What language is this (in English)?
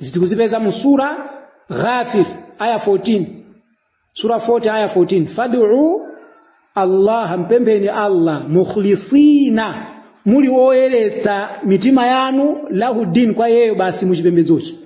Nyanja